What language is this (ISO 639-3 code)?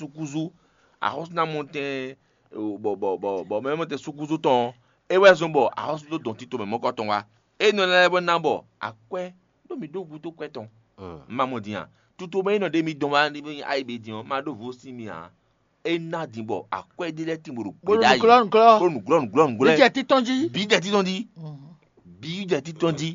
fon